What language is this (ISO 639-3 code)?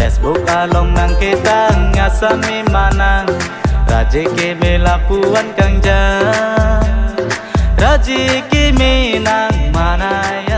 mjw